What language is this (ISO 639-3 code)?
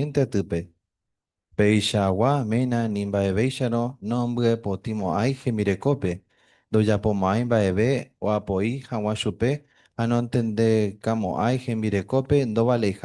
grn